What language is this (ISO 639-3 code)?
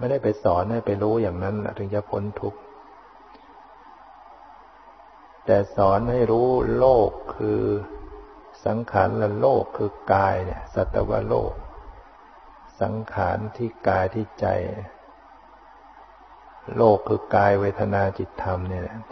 tha